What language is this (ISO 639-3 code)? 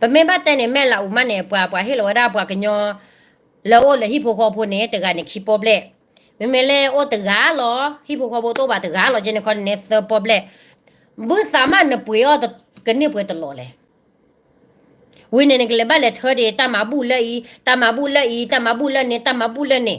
ksw